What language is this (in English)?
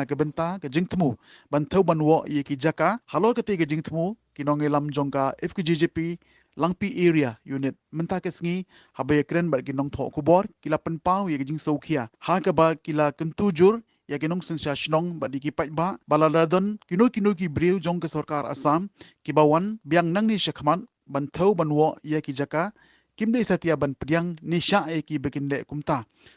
Khasi